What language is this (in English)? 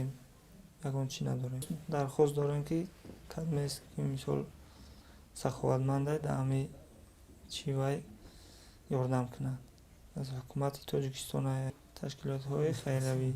Tajik